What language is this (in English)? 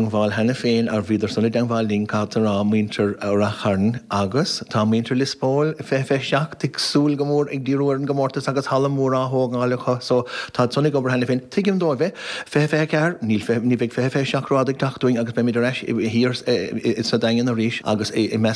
Irish